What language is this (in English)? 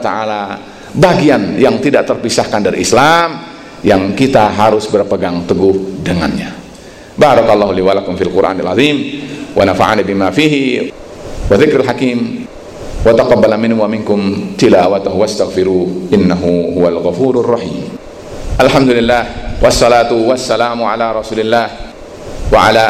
Indonesian